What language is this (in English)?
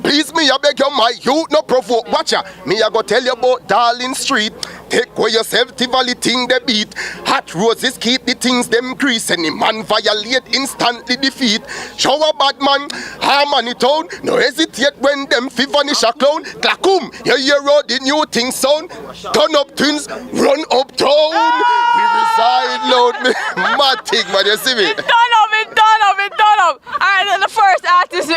Jamaican Creole English